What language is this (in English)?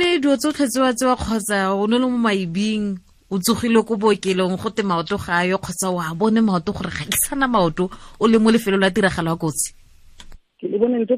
Tswana